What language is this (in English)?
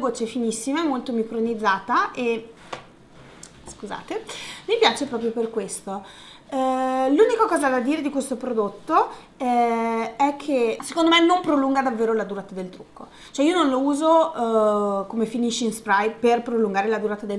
Italian